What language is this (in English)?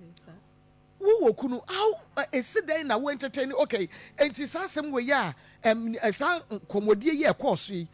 Akan